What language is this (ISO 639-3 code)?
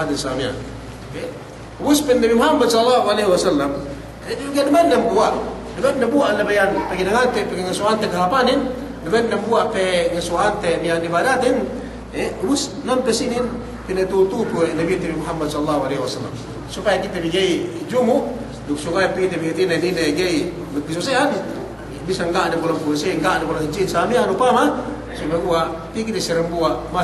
yka